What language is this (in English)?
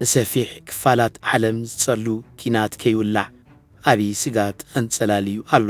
Tigrinya